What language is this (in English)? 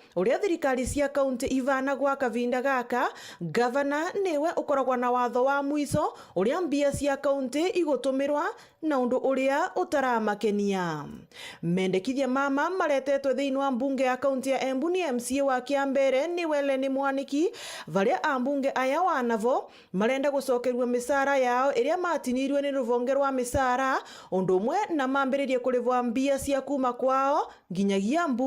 Meru